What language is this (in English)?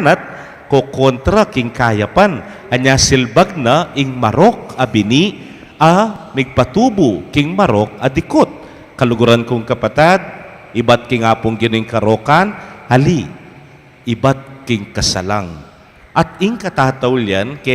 Pampanga